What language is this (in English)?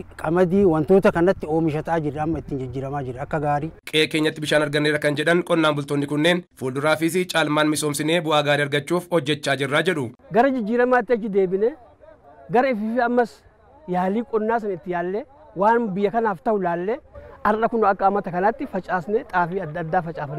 Oromo